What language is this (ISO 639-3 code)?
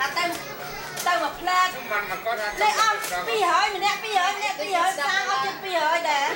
khm